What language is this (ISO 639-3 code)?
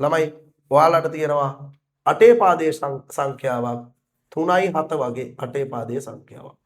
sin